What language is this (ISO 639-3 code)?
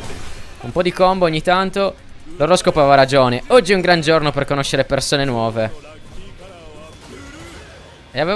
ita